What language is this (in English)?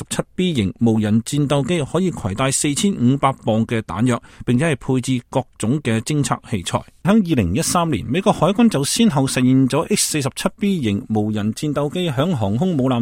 Cantonese